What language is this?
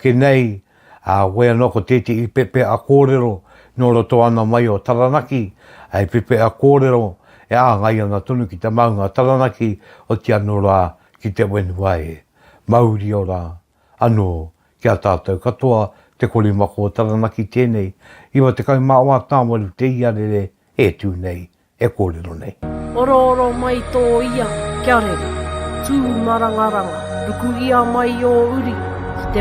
Māori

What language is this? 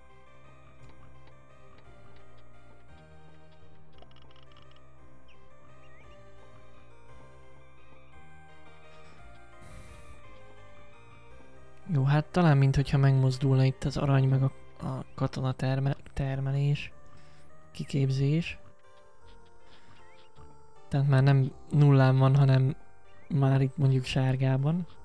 Hungarian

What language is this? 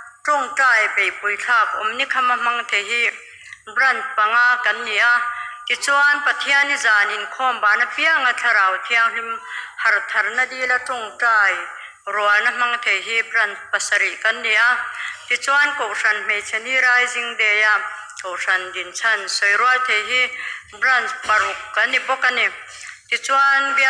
Mizo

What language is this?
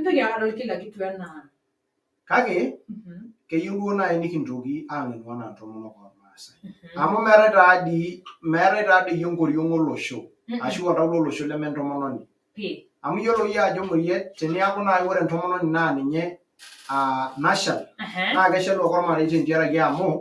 Masai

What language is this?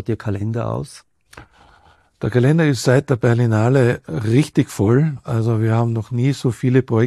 German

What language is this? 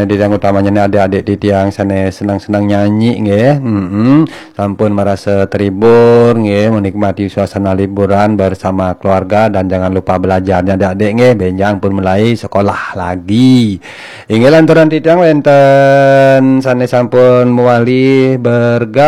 Balinese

